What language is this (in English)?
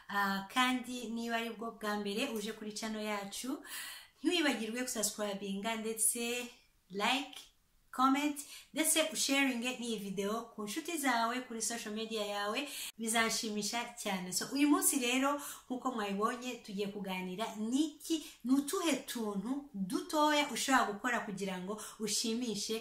Kinyarwanda